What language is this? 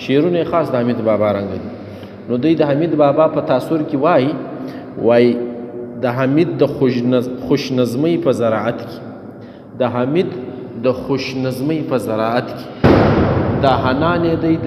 Pashto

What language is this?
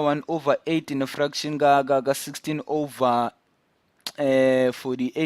Zulu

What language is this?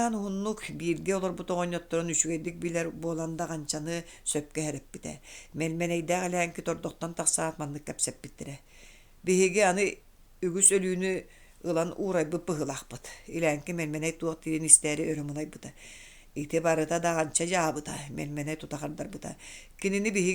Yakut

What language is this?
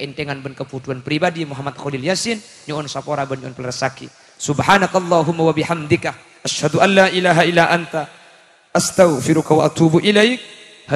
Madurese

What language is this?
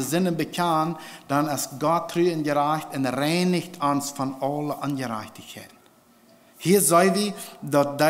Plautdietsch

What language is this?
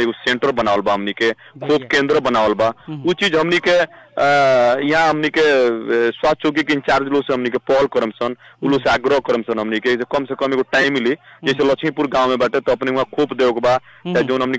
Bhojpuri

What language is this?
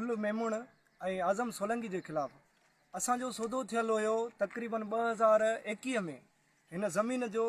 Sindhi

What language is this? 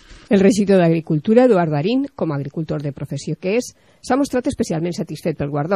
Catalan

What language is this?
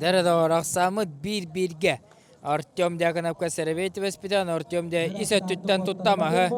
Yakut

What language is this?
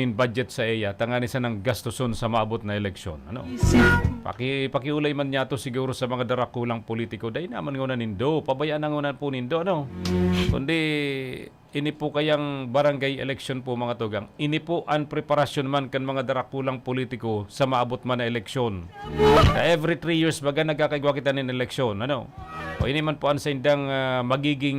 Bikol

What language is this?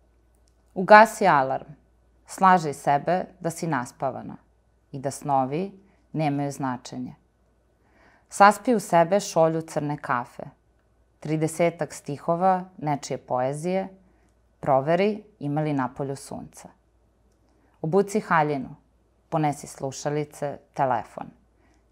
Serbian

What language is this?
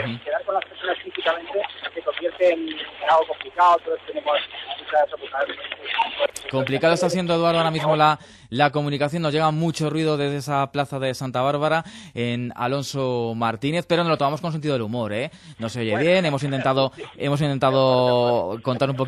Spanish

